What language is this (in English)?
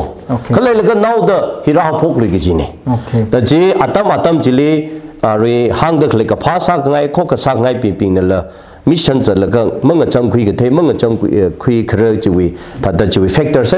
Tangkhul Naga (India)